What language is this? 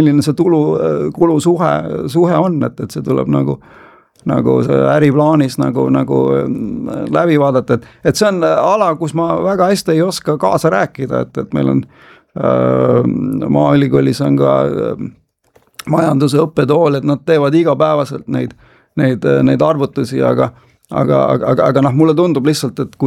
Estonian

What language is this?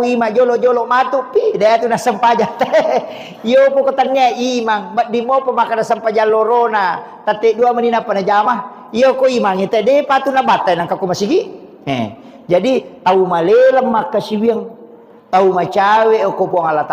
Buginese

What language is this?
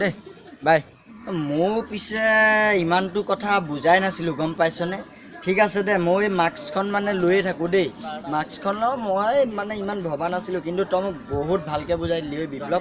Assamese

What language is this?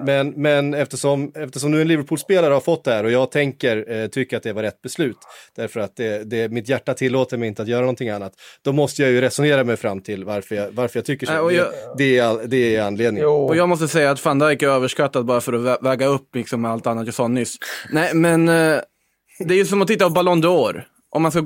Swedish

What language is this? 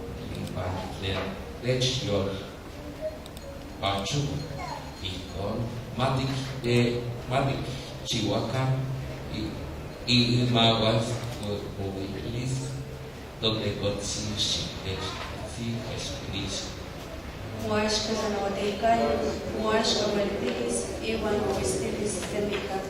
Nahuatl languages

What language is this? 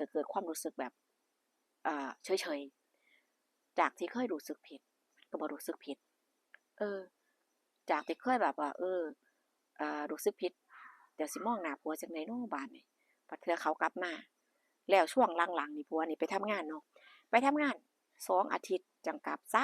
Northeastern Thai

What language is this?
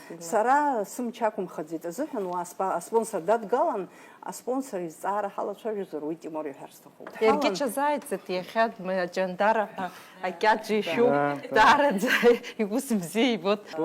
Abkhazian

